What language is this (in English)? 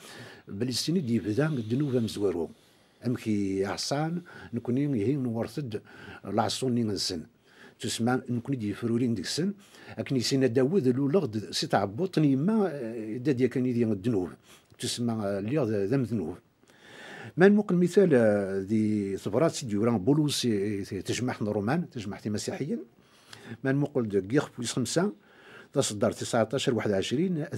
Kabyle